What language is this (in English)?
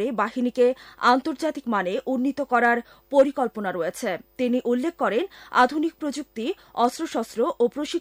Bangla